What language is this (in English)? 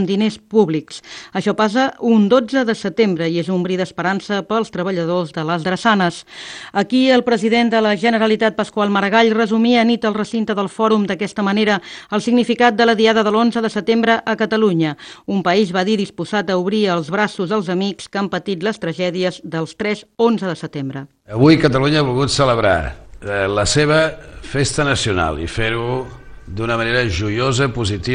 Catalan